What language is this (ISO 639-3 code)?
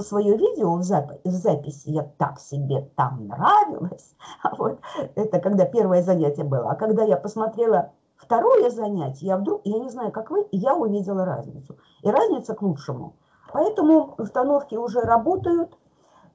rus